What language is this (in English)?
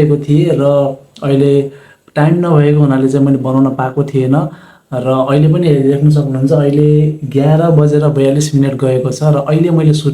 Nepali